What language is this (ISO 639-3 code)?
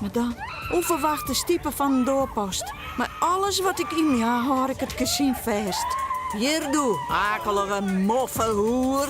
fry